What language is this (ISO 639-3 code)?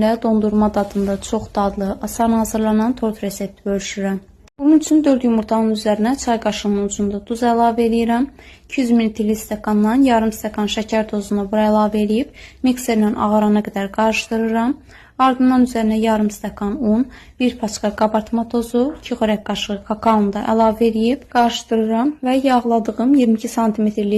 aze